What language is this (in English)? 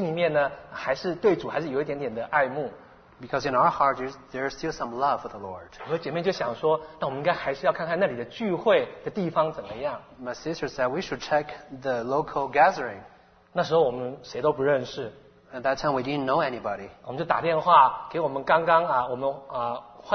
Chinese